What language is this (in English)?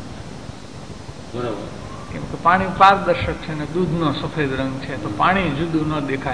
Gujarati